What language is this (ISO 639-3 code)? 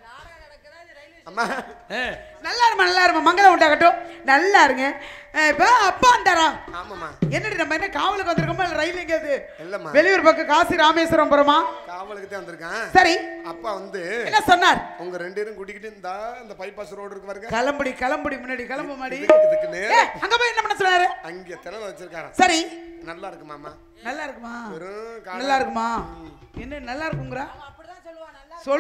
tam